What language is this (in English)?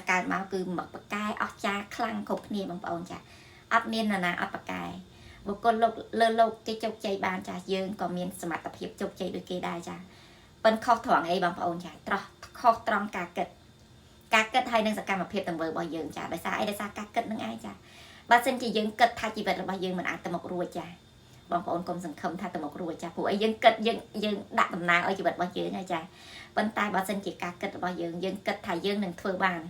Khmer